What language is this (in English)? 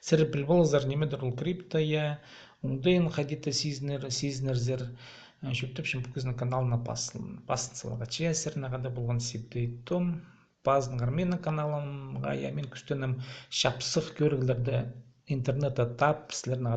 Khakas